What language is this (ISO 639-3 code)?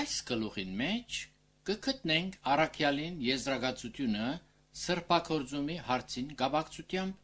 hye